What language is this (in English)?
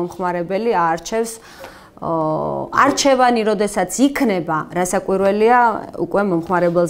Georgian